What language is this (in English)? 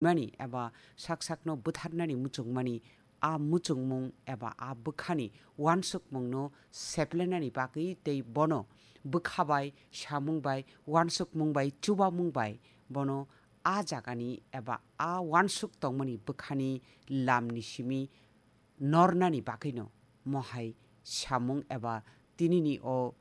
Kok Borok